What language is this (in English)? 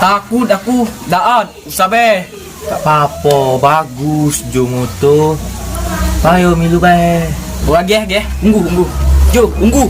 Musi